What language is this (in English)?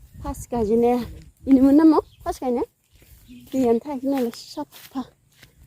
Bodo